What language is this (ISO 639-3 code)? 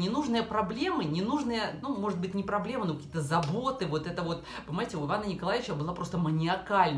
rus